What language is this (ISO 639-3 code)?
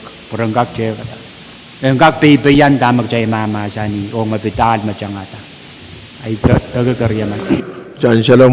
pon